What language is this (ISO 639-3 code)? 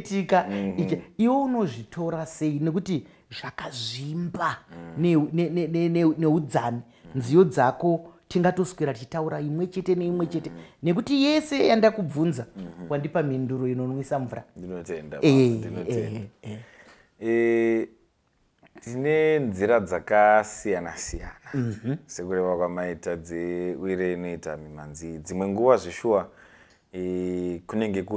sna